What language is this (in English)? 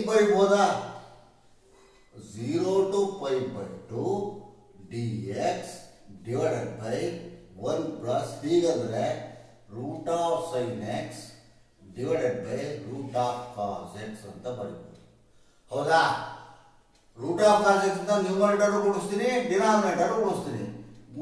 Kannada